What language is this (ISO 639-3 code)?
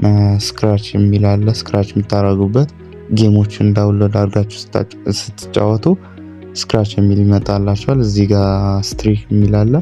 amh